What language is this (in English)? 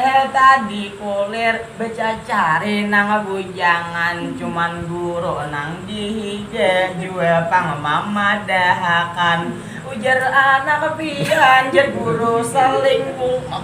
Banjar